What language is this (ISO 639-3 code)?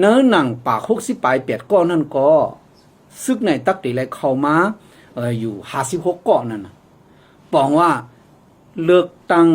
shn